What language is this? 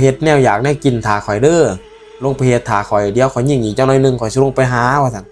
Northeastern Thai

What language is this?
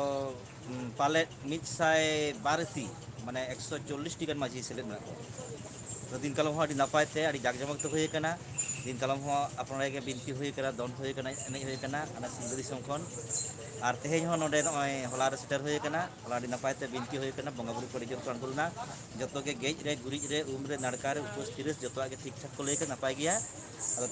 Santali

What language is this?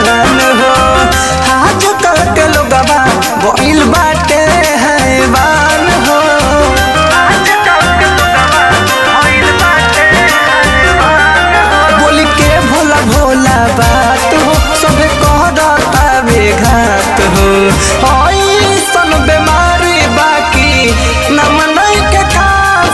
Bhojpuri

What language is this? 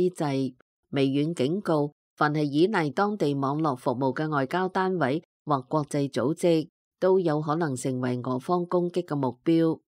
Cantonese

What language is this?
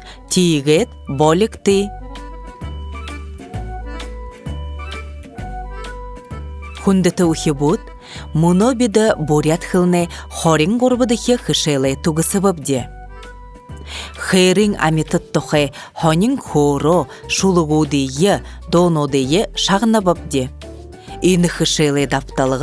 Buriat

